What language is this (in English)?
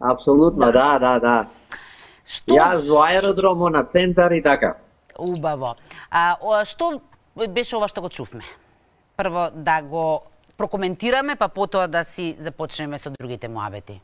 Macedonian